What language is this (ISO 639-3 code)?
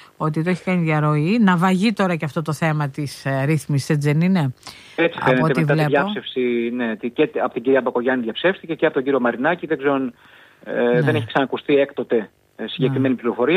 ell